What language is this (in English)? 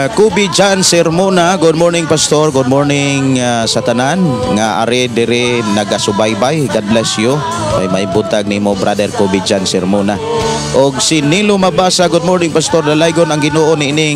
Cebuano